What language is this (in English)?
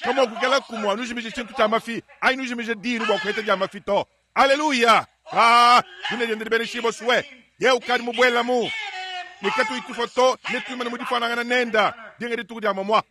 Luba-Lulua